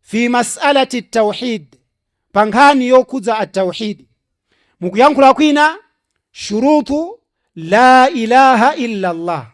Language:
Nyanja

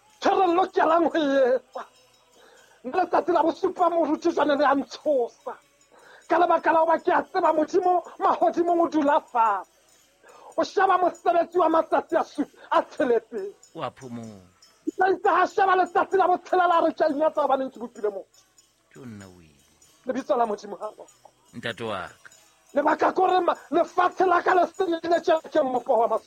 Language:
Southern Sotho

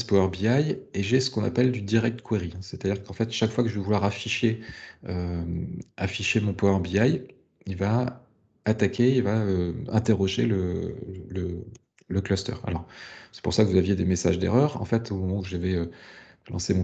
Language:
French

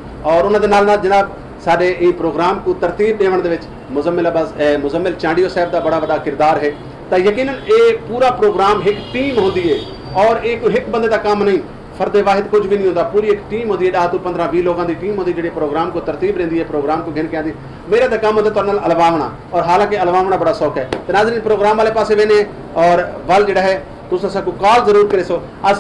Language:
Saraiki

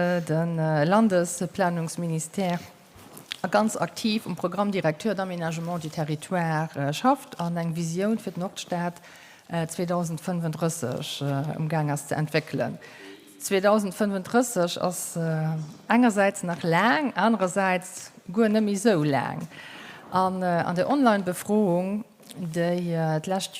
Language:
Luxembourgish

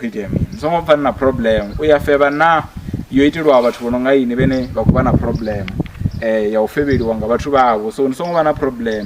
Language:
Venda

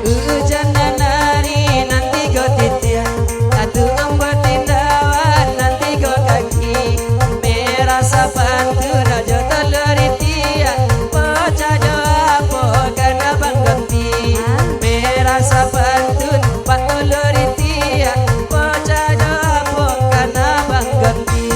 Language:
Minangkabau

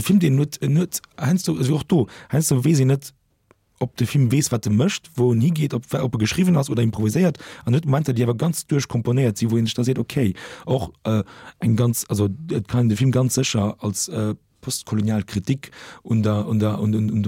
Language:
Luxembourgish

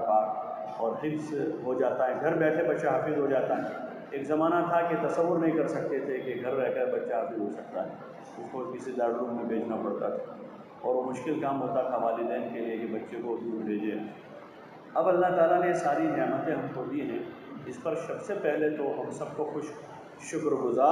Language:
Urdu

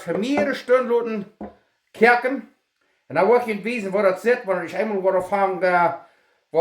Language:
Plautdietsch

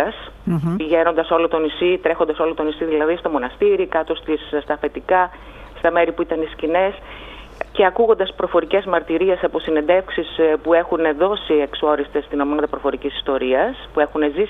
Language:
Greek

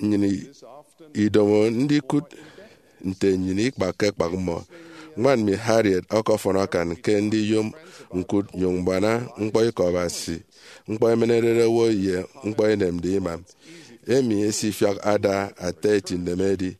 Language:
Efik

